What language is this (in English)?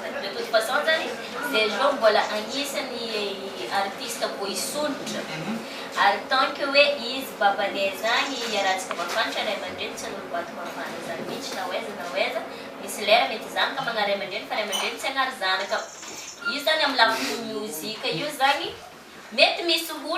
Malagasy